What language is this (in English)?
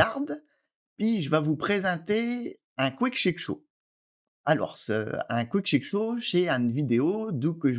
Picard